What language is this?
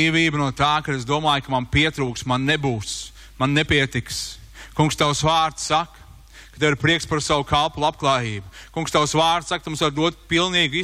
Latvian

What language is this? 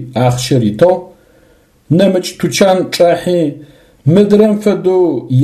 Adyghe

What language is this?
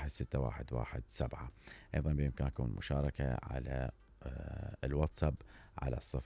Mesopotamian Arabic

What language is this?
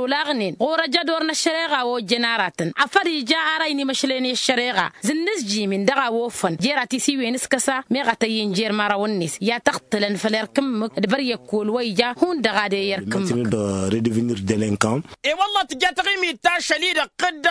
Tamasheq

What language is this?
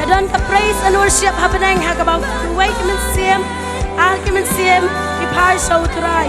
Khasi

